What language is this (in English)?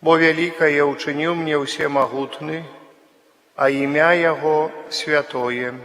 Belarusian